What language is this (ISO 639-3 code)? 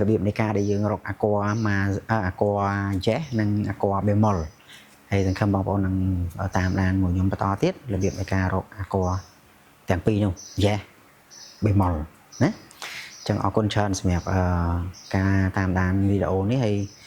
khm